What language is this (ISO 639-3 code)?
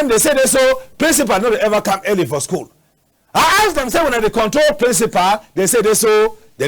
wes